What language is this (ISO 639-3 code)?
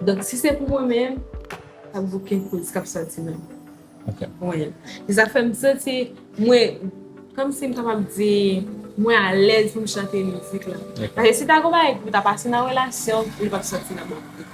hat